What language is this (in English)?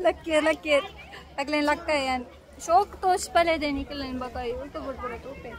Tulu